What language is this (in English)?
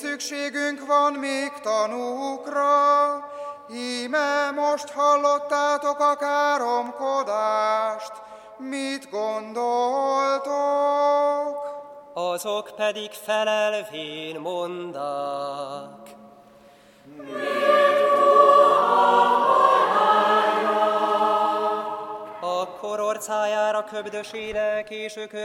Hungarian